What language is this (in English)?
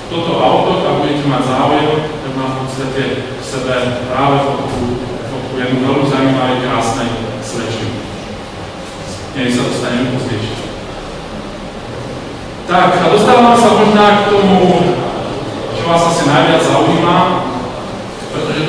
Slovak